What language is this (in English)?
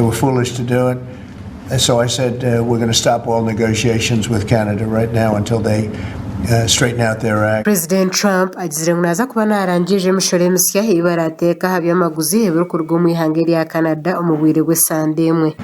Nyankole